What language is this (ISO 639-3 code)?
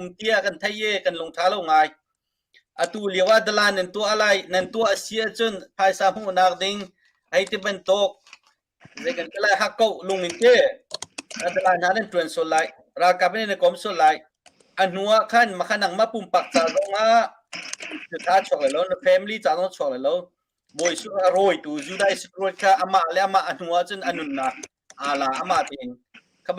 cnh